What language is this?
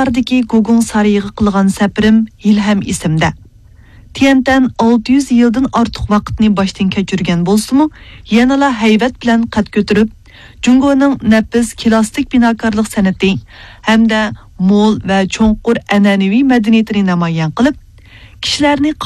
Uyghur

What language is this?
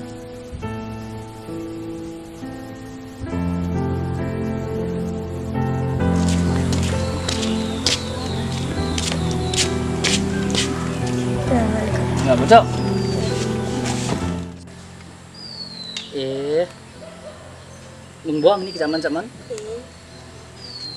Malay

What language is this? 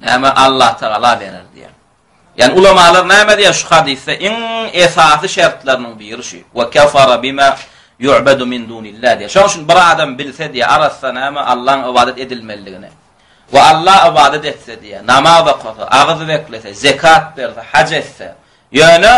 Turkmen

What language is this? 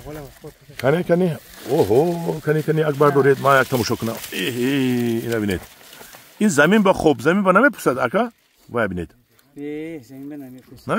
Tajik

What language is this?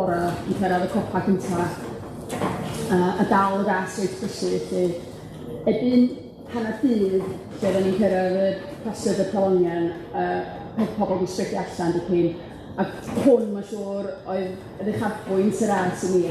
Welsh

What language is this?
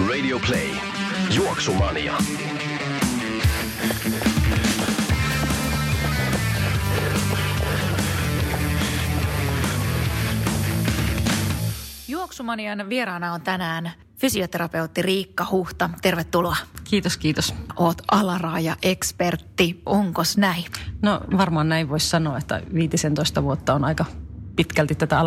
Finnish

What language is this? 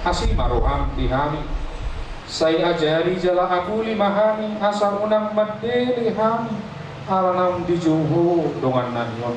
Batak Toba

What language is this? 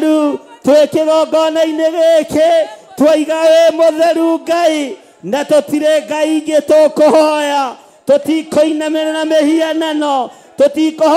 Kikuyu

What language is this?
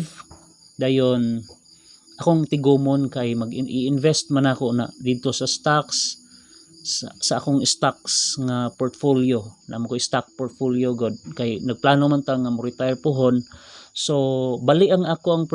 Cebuano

